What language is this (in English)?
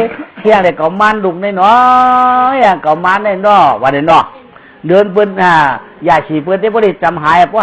Shan